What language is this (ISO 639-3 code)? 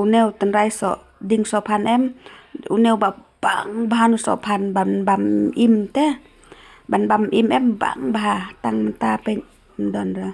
kha